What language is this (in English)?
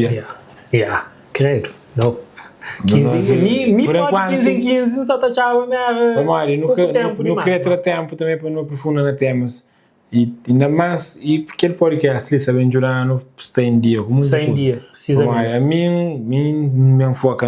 Kabuverdianu